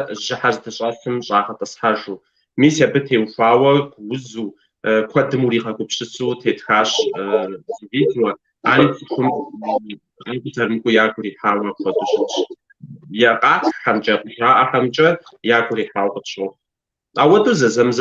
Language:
Kabardian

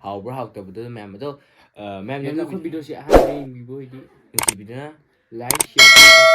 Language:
Manipuri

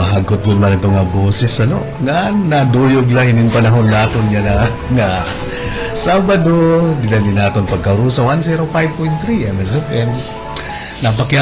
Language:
Waray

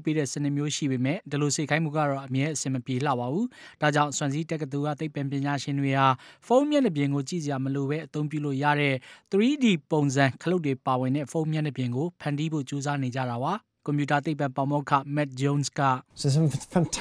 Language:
Burmese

